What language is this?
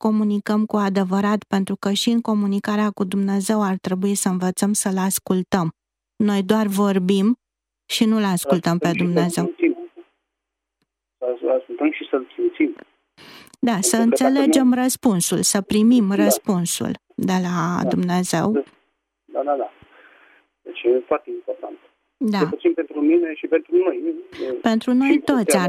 Romanian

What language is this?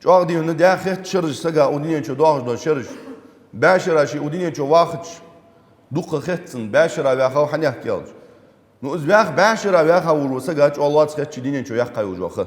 Ingush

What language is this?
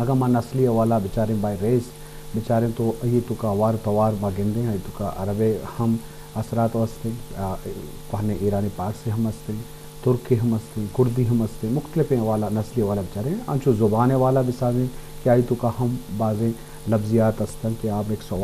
Baluchi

